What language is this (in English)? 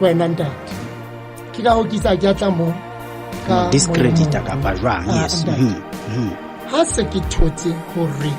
Southern Sotho